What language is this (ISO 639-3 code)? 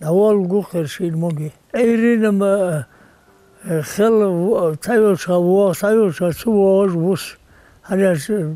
inh